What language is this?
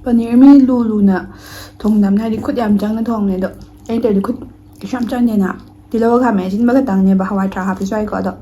Manipuri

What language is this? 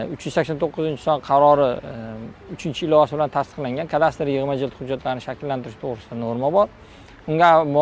Uzbek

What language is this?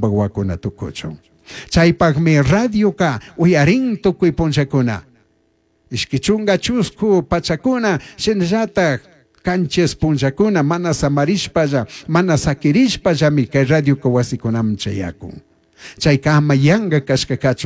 Chimborazo Highland Quichua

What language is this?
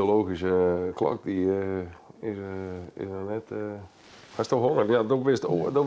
Western Frisian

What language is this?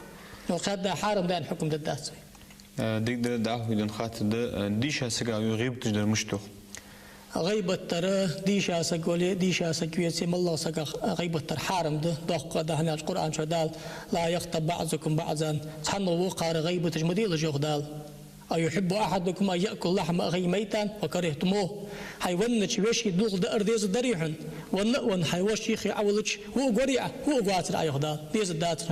Ingush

